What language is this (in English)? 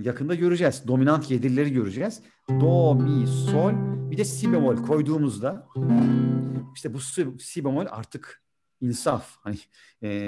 Turkish